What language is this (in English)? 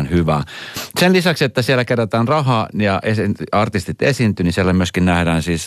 Finnish